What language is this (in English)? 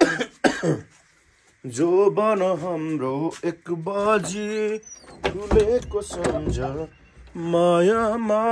Nepali